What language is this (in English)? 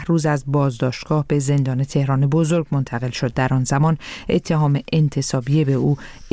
Persian